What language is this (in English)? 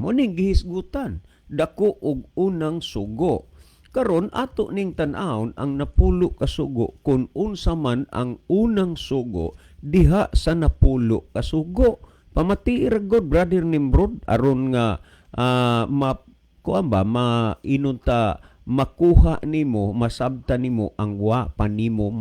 Cebuano